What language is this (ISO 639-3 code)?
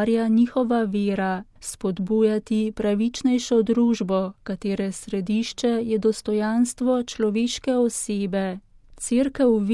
slv